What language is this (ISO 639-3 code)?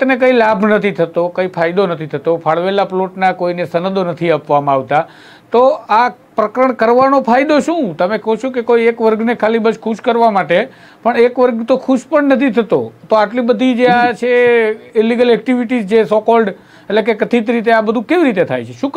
guj